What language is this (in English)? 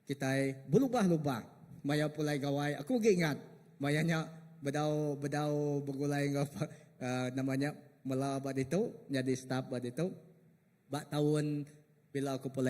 Iban